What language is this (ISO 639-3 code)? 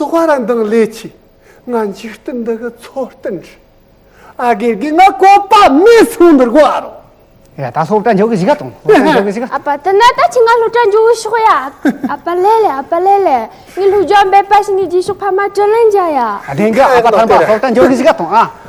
adx